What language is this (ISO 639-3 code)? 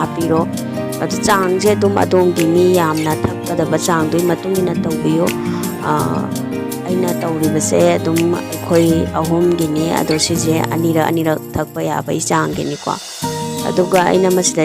mni